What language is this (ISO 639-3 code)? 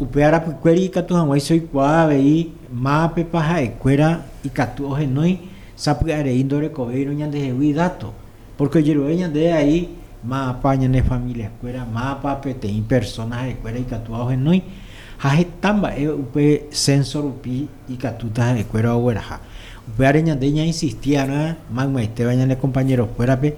grn